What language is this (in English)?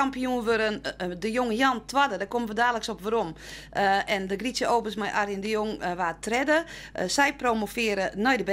Western Frisian